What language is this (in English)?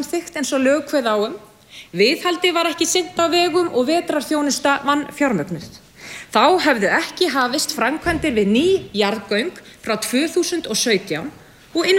Icelandic